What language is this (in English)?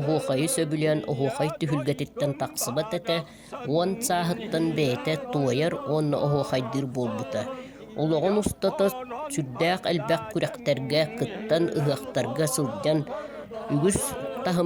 Yakut